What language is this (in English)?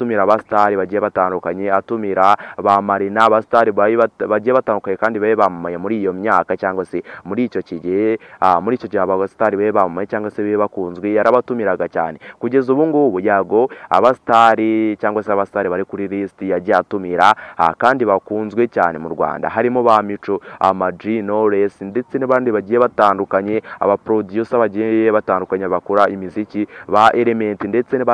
Kinyarwanda